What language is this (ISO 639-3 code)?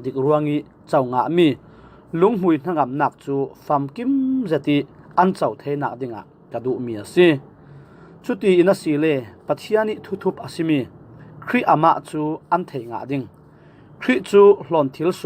cfm